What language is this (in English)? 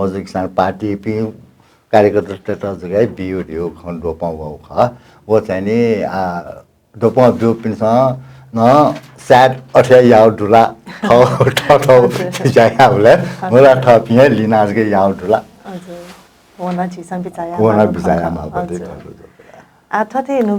Newari